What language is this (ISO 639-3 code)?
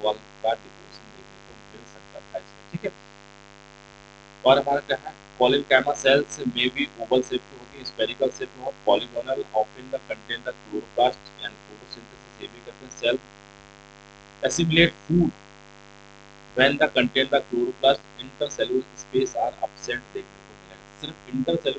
hin